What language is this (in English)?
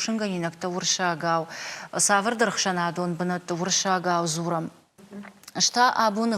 Ossetic